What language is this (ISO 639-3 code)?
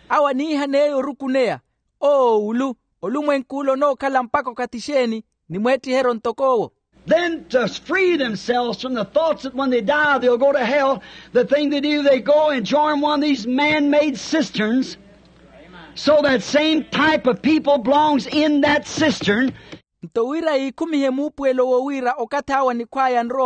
vmw